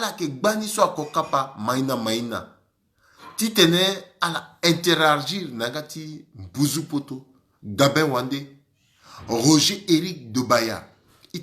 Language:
Sango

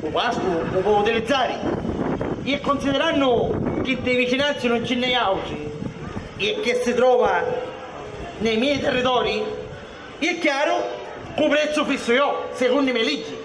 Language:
Sicilian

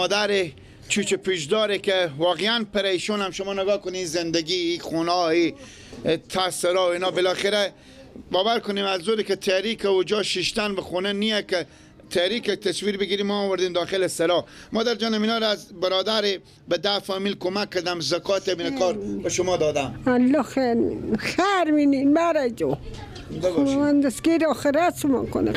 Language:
Persian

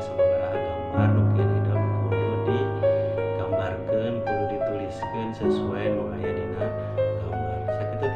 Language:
Sundanese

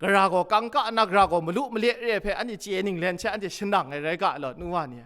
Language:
Kachin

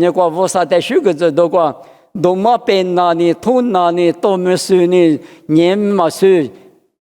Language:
Lisu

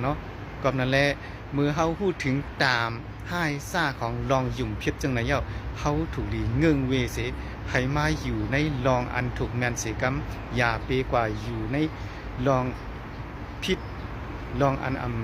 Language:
Shan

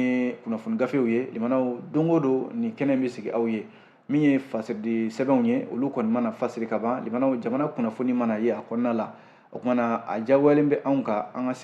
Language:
Bambara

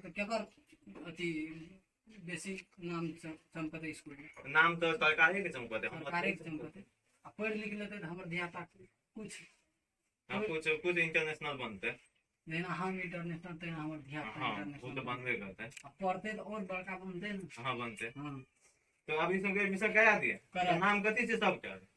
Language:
Maithili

